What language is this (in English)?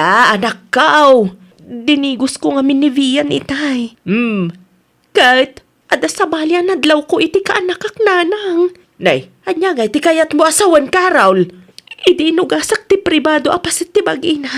Iloko